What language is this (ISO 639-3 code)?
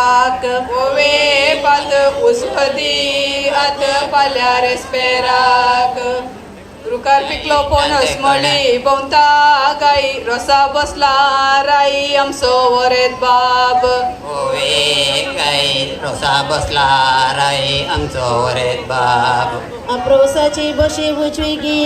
kok